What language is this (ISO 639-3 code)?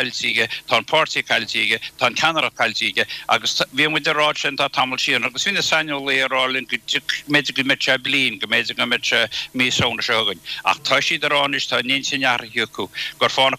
gle